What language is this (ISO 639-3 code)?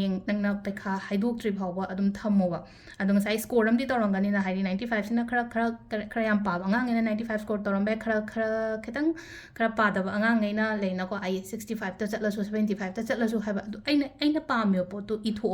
mni